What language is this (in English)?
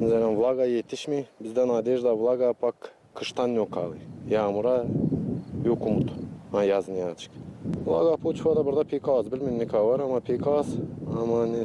Gagauz